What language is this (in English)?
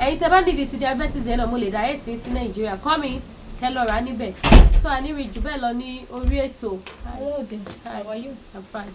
Yoruba